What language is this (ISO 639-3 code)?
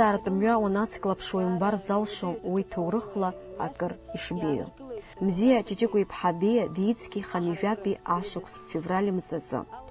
abk